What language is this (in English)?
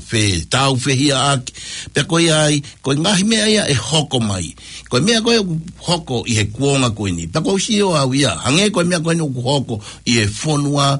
Tongan